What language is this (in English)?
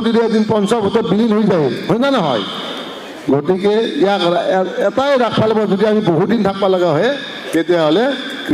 Assamese